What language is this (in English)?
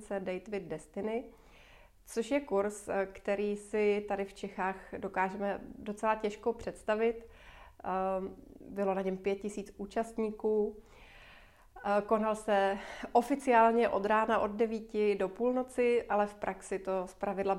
Czech